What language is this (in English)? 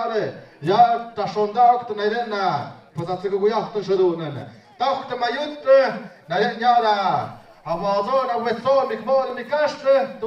Tlahuitoltepec Mixe